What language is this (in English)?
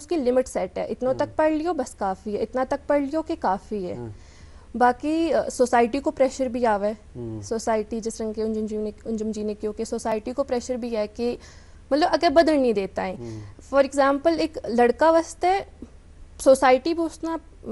Gujari